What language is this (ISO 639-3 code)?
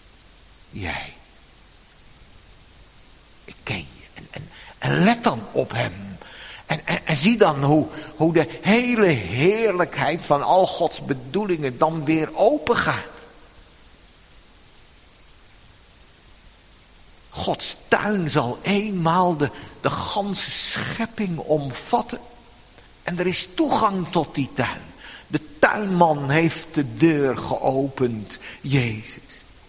nld